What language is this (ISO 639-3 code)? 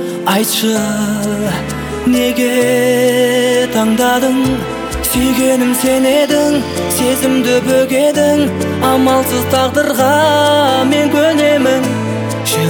kaz